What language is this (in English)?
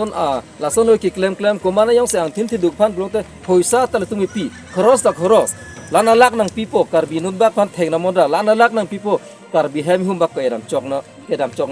Karbi